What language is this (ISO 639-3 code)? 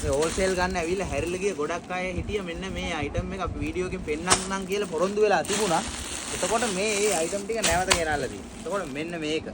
sin